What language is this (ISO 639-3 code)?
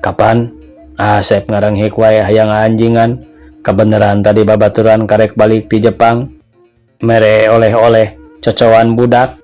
sun